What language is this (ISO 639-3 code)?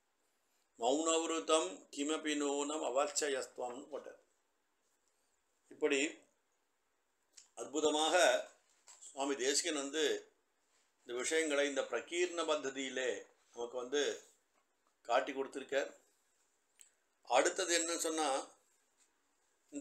tam